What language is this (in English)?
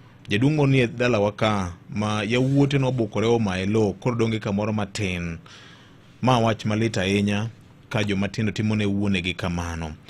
Luo (Kenya and Tanzania)